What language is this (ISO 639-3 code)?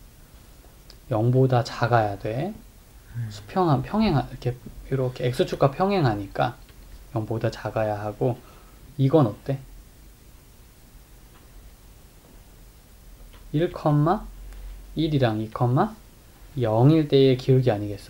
kor